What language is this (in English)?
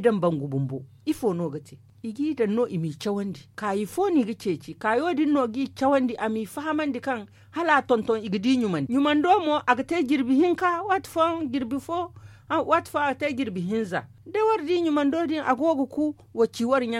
Zarma